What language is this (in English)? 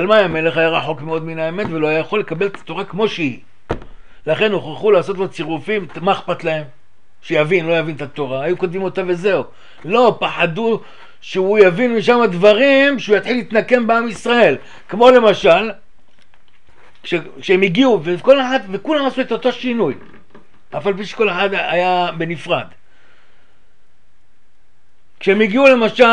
Hebrew